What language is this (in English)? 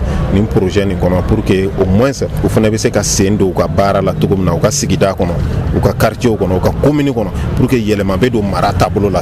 Bambara